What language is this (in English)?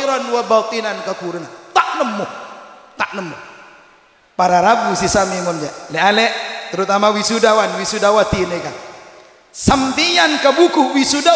Madurese